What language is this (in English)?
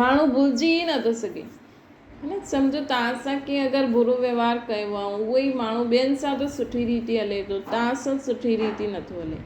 Sindhi